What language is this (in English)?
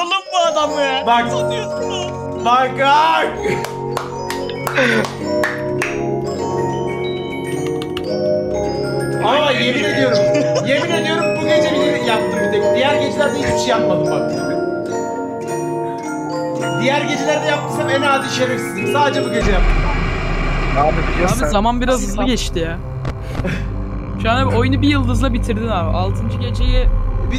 Turkish